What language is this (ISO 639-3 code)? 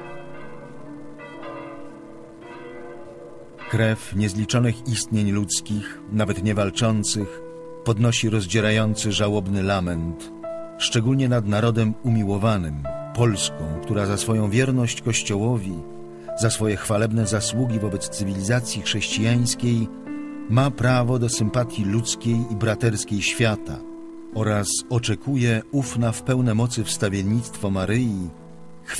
pol